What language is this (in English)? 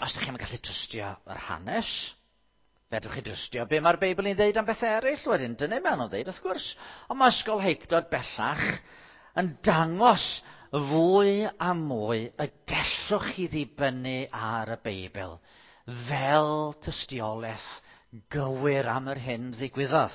Welsh